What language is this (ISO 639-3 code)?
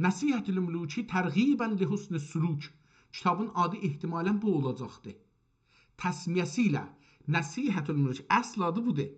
azb